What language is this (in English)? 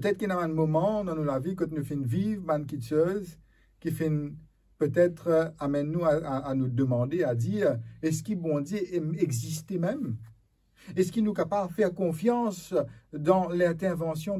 Morisyen